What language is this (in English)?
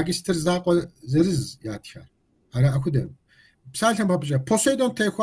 Kabardian